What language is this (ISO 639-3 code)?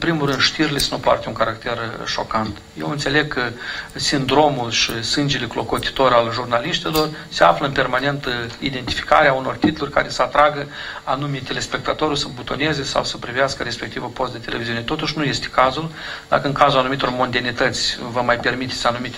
ron